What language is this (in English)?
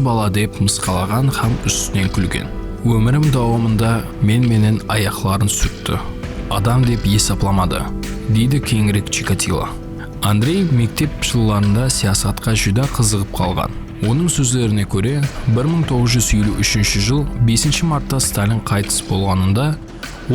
Kara-Kalpak